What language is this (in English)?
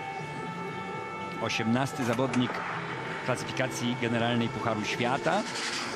Polish